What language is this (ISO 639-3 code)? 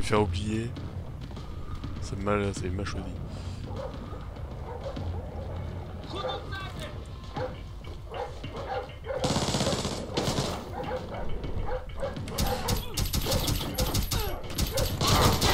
fra